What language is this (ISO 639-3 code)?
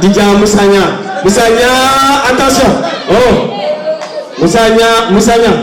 ful